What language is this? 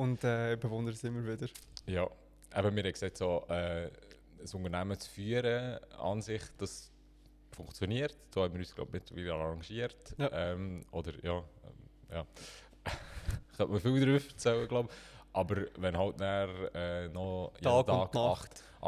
Swiss German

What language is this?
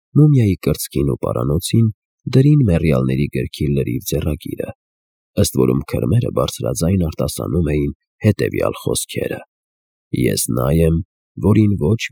Armenian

